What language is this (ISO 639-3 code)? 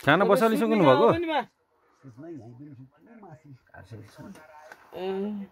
nep